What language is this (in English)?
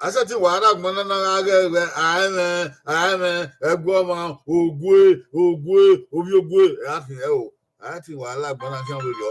Bini